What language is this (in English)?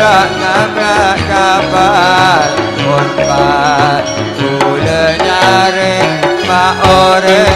Madurese